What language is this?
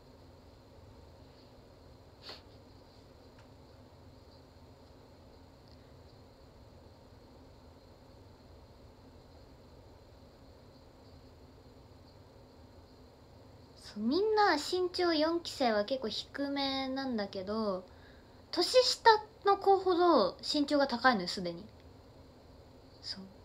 Japanese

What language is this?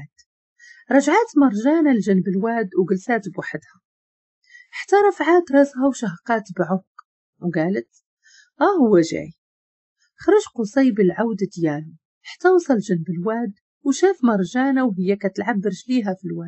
Moroccan Arabic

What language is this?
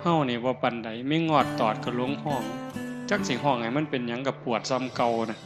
Northeastern Thai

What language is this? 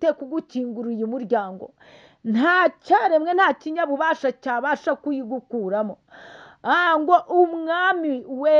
Kinyarwanda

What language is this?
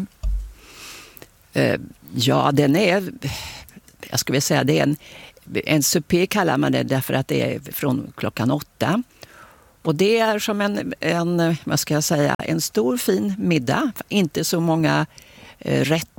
Swedish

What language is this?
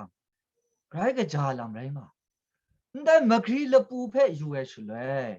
Kachin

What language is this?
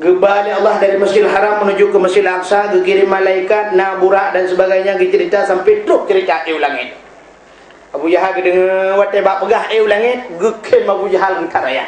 Achinese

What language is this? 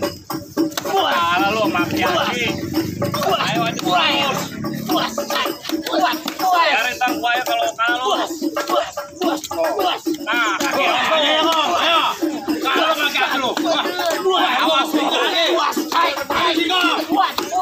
Betawi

